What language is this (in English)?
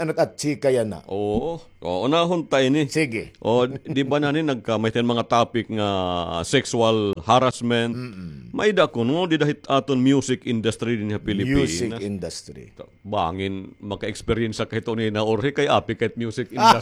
Waray